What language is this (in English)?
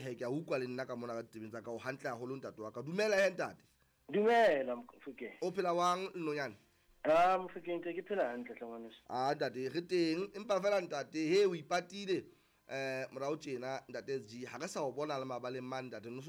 Southern Sotho